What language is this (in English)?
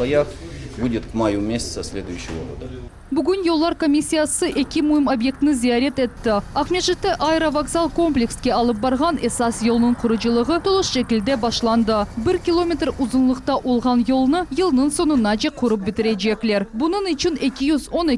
Crimean Tatar